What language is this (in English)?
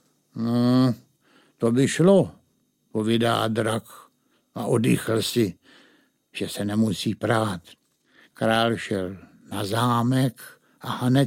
Czech